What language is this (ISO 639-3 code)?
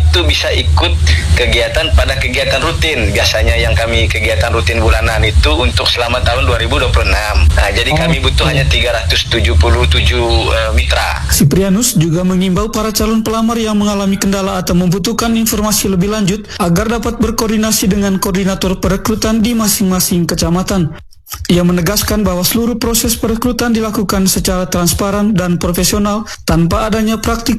ind